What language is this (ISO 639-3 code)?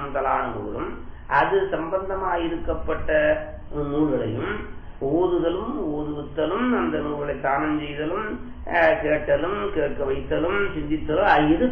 tam